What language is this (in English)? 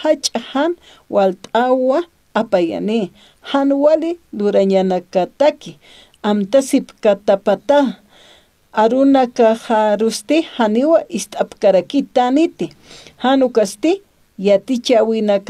Aymara